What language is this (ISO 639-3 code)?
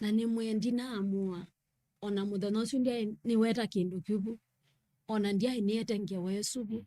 kam